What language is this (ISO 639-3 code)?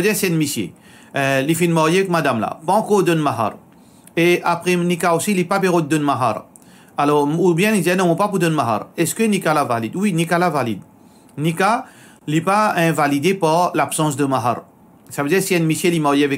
mfe